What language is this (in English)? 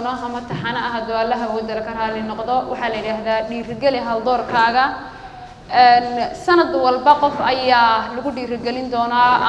Somali